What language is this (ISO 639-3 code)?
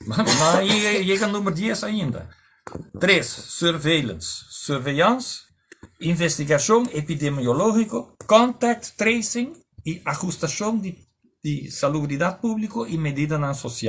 pap